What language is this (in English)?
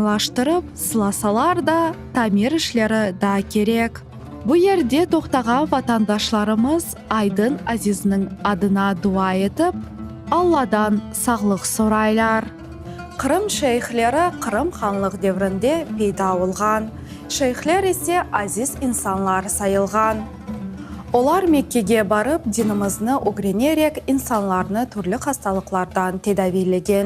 Crimean Tatar